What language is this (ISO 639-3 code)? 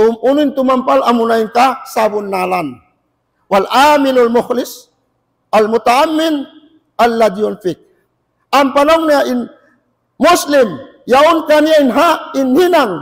tsg